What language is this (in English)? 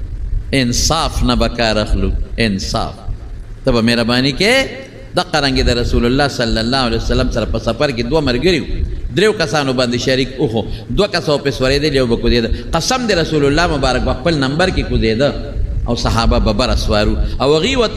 Pashto